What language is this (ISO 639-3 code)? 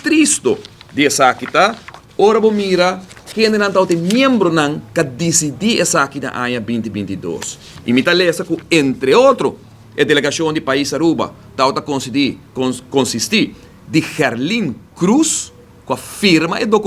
pap